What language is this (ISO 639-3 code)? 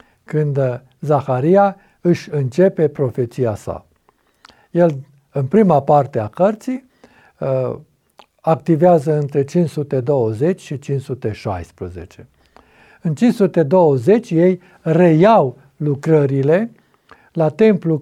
ron